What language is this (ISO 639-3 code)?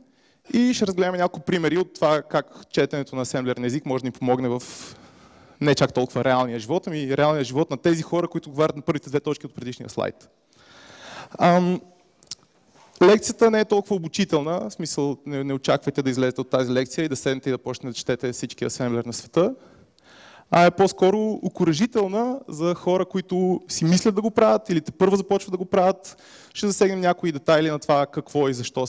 bul